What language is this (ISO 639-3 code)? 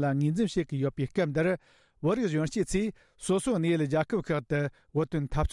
bod